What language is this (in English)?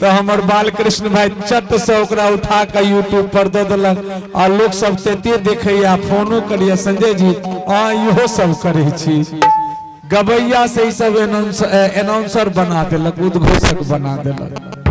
Maithili